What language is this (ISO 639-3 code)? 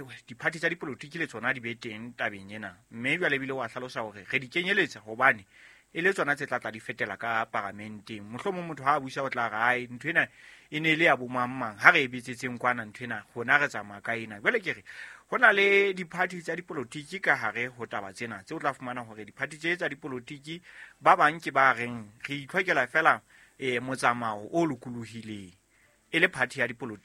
sot